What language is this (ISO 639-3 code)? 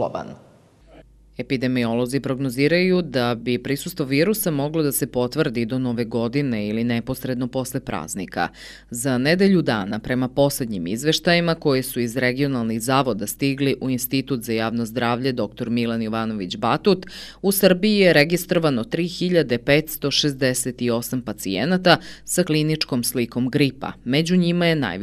srp